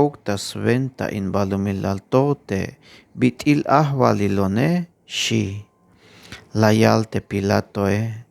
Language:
Tzeltal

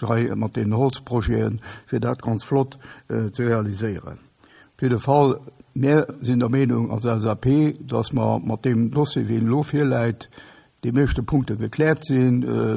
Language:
Luxembourgish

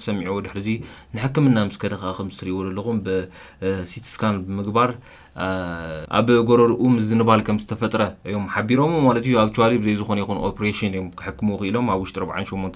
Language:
Tigrinya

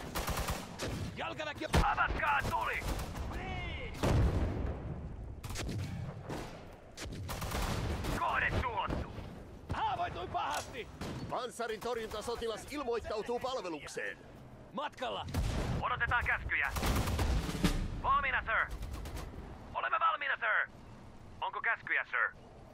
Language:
Finnish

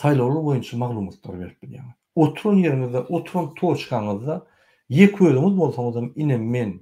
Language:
Turkmen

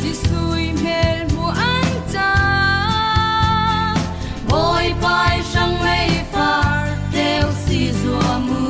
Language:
Falam Chin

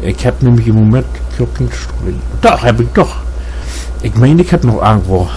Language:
Low German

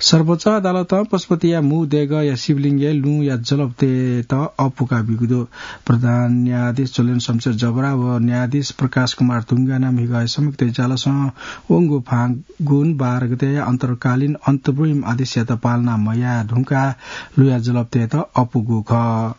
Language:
Newari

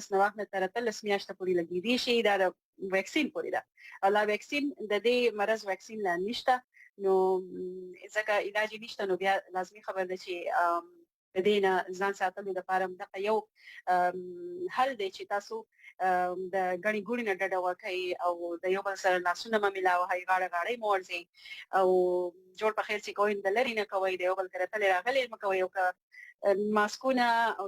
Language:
Pashto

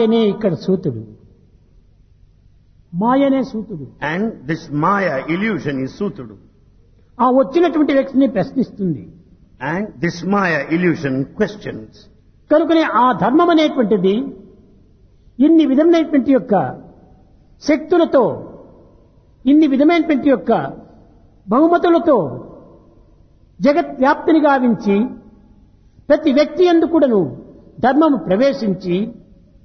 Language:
Telugu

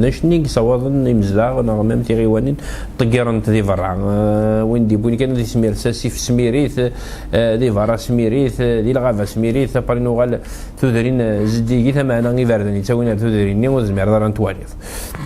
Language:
Kabyle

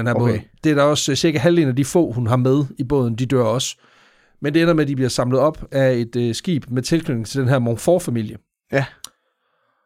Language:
Danish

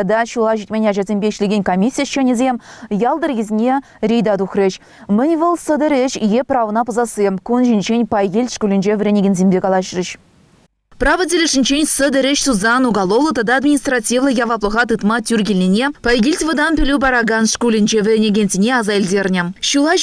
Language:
Chuvash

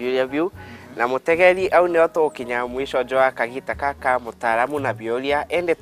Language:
Meru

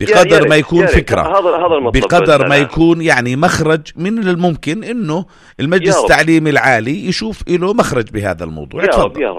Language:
North Levantine Arabic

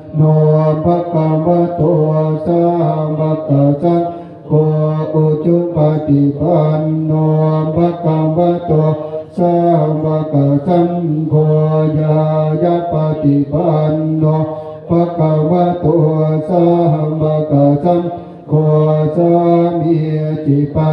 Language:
Pali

